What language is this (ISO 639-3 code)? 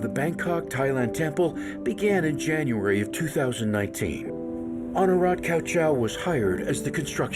tah